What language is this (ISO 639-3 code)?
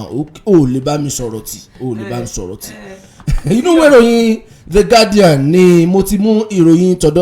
yor